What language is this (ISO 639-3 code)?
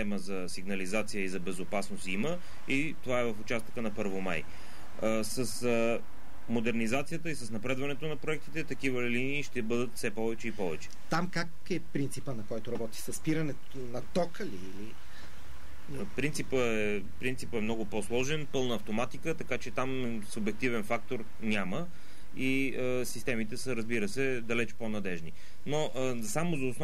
bul